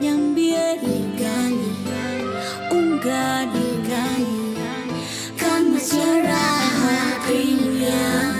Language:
Meru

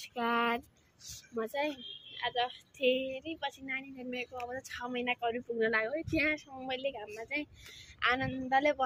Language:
Nepali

